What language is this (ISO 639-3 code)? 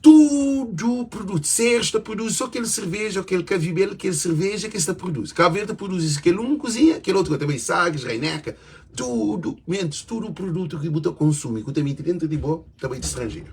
kea